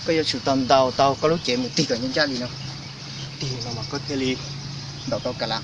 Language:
Hmong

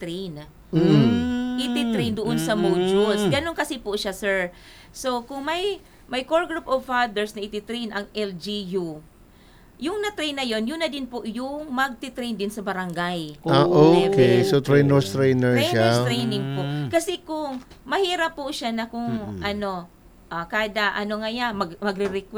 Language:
Filipino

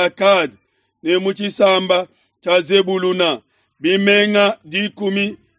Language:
Luba-Lulua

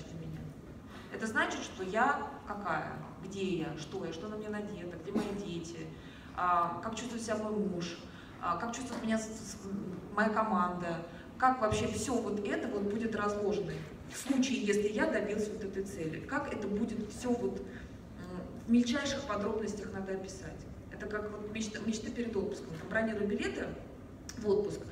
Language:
Russian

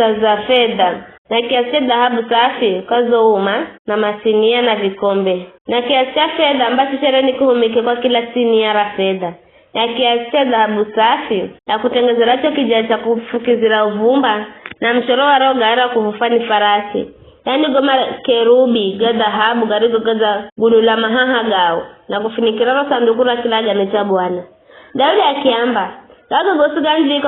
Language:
Giryama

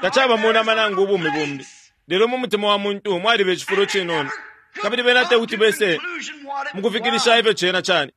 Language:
Bemba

